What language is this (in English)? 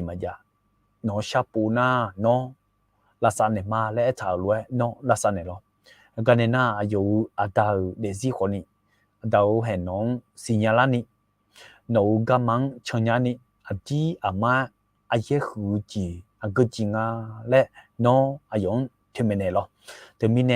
Akha